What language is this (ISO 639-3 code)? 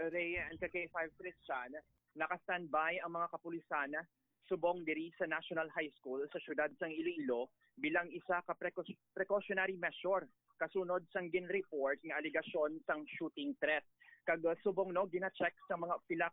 hil